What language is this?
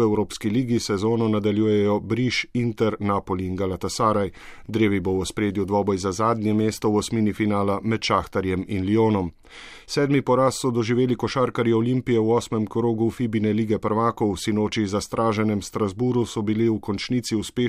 Slovenian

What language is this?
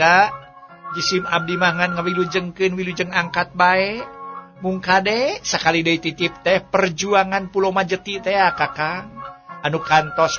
Sundanese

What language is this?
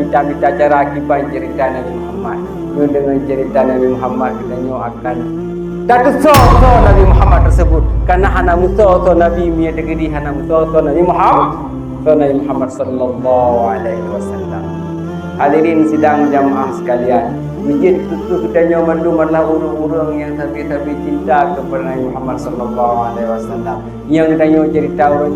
Achinese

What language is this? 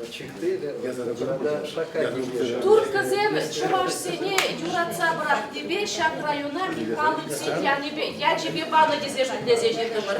Chuvash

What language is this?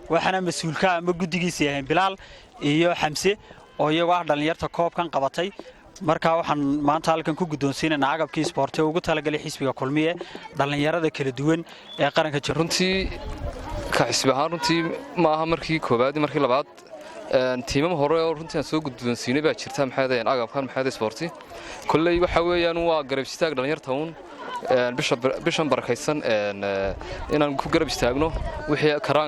Somali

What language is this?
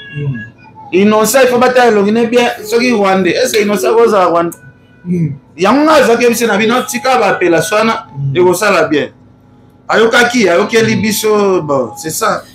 Lingala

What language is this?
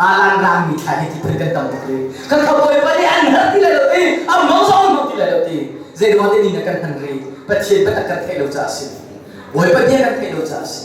Hakha Chin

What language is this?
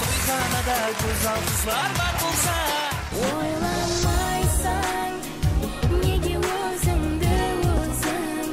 Kara-Kalpak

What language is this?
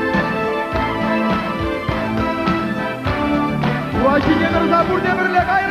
Chuvash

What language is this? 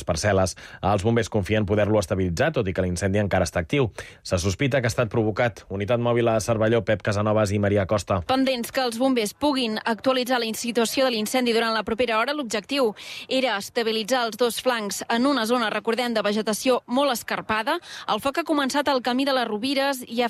Catalan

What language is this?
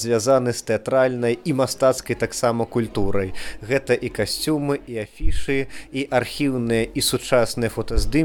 Belarusian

